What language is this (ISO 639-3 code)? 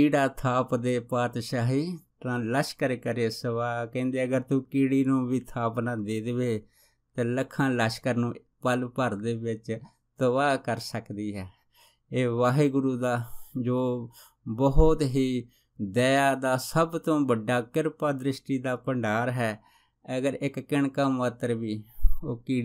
pan